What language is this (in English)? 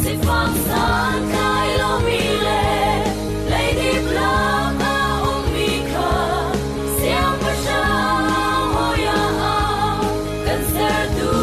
Hakha Chin